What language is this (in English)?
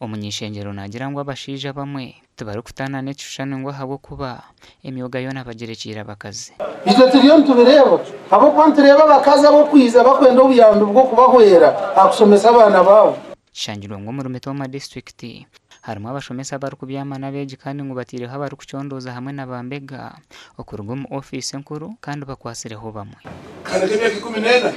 Nyankole